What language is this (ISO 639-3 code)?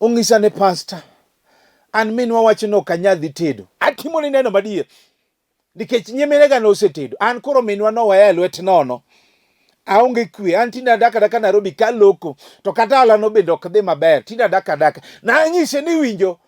luo